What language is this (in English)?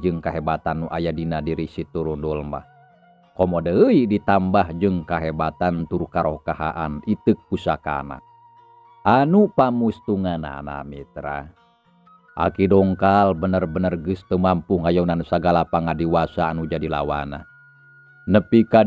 Sundanese